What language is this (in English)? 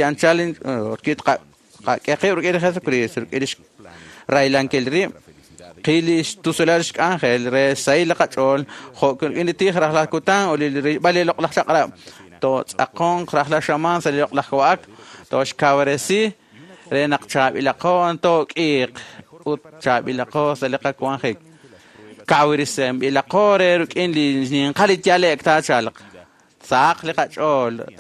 Kekchí